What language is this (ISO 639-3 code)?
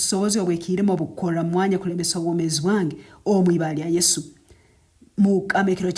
nyn